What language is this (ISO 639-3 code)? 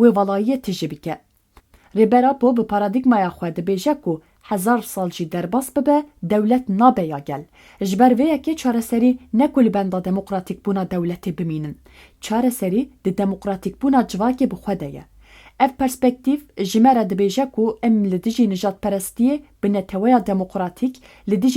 kur